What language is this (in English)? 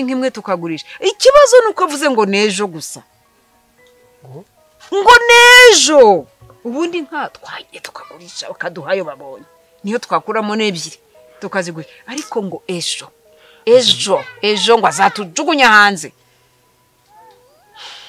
Kinyarwanda